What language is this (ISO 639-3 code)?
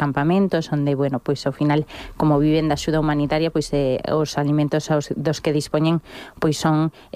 glg